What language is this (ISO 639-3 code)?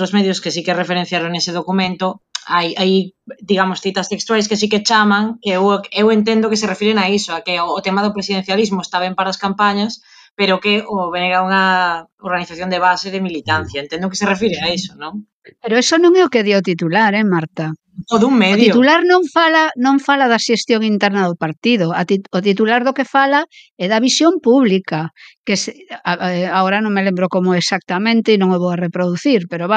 glg